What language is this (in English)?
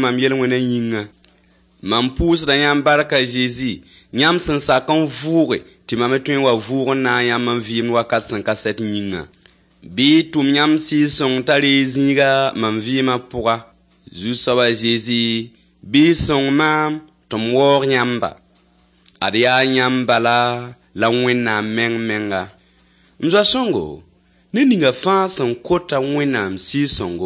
Mossi